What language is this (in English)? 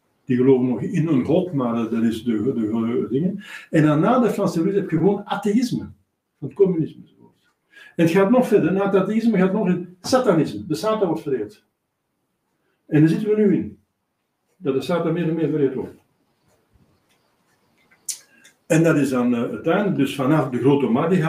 Dutch